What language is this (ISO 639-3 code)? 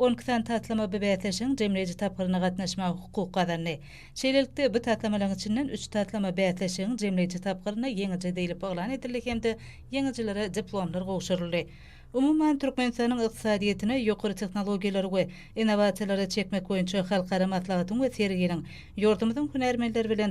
tuk